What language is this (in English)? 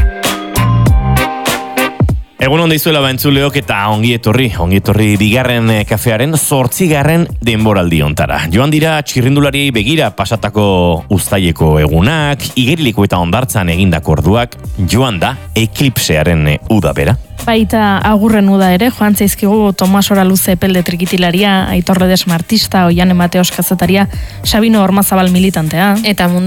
Basque